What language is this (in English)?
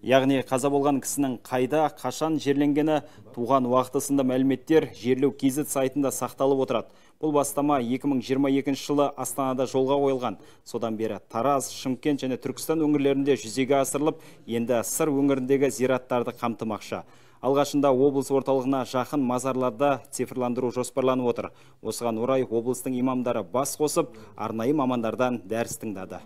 Kazakh